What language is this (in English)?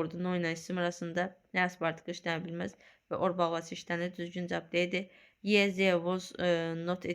Azerbaijani